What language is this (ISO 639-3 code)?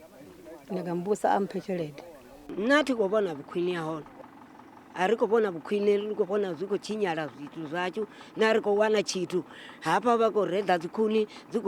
ven